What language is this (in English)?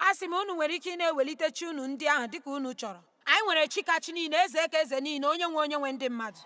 Igbo